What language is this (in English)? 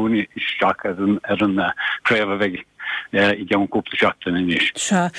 Irish